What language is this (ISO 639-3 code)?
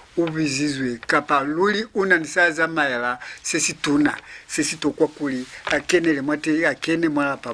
loz